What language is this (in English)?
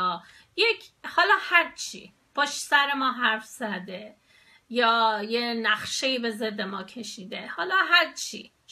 Persian